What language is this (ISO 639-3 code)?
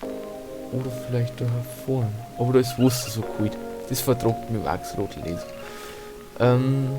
bar